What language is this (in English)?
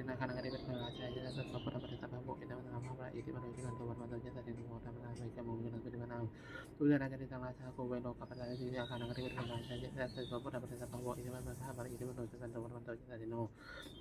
Pali